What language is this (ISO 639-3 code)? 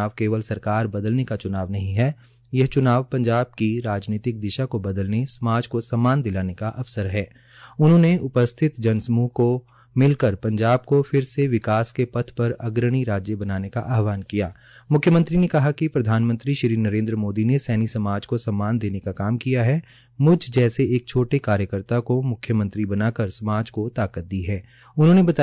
hin